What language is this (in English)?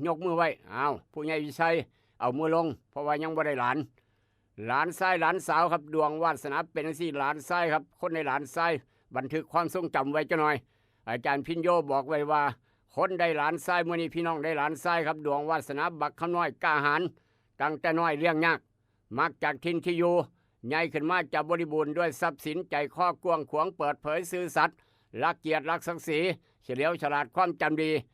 Northeastern Thai